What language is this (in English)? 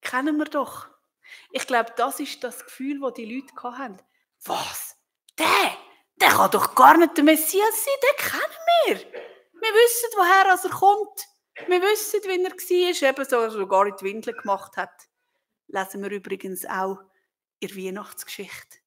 Swiss German